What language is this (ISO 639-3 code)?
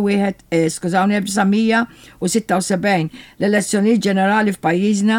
mlt